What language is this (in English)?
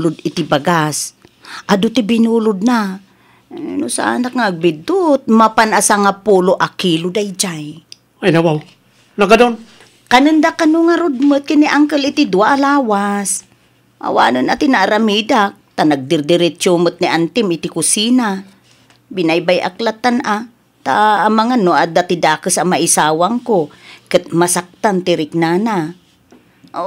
Iloko